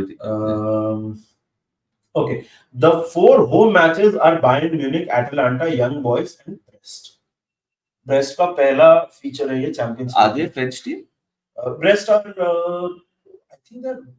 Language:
Hindi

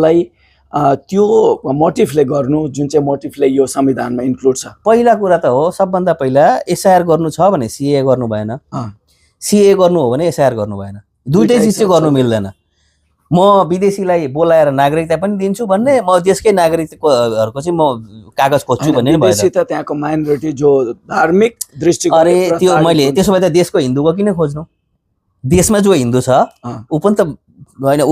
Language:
Nepali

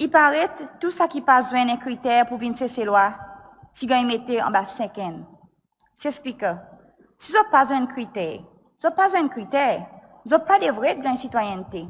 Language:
Seselwa Creole French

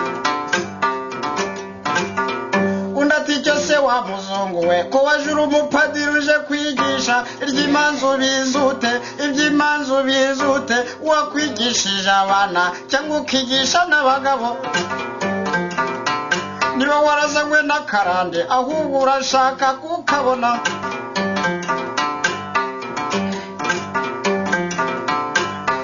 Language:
Kinyarwanda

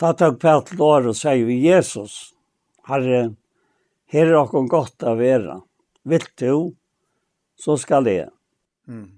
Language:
Faroese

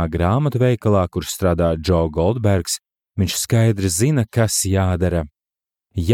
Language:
Latvian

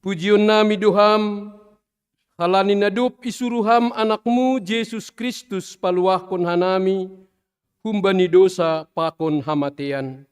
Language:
Batak Simalungun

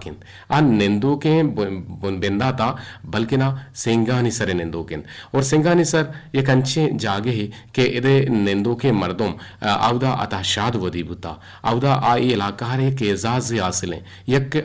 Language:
Eastern Balochi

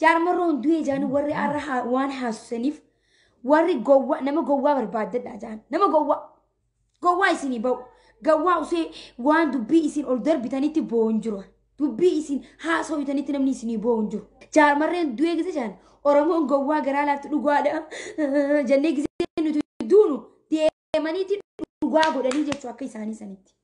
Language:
Oromo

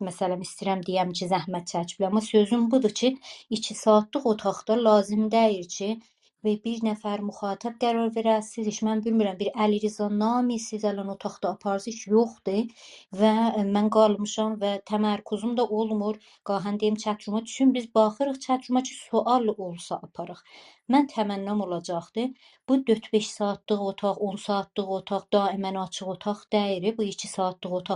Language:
South Azerbaijani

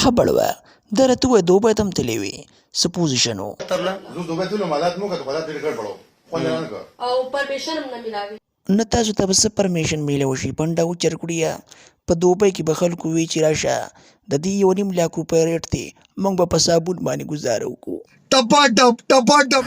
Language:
Pashto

